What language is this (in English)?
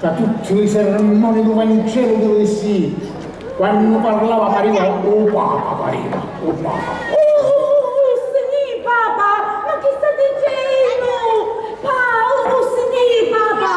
Sicilian